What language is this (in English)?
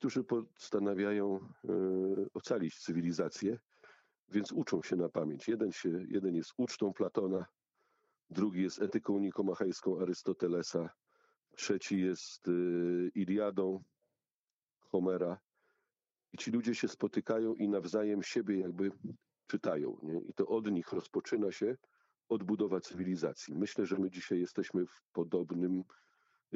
Polish